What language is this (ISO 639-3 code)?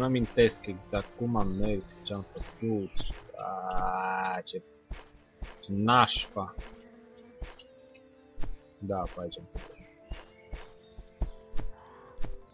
ron